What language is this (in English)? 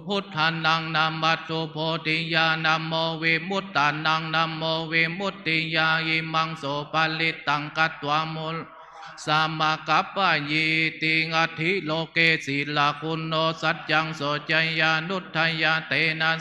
Pali